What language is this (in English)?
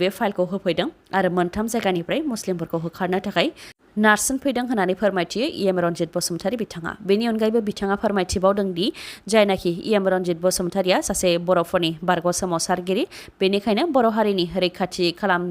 Bodo